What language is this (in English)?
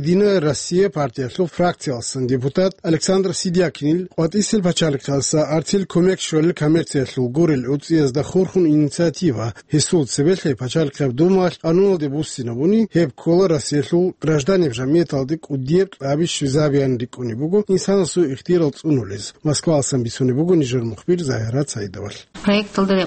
Avaric